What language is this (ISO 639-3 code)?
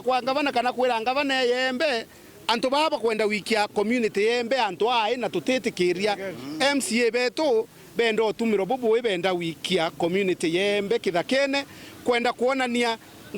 mer